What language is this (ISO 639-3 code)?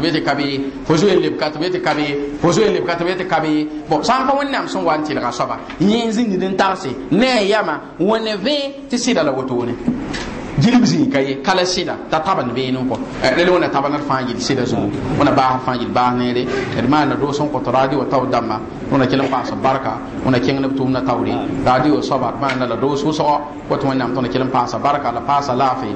mos